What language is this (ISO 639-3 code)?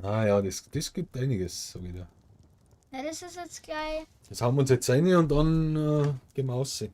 bar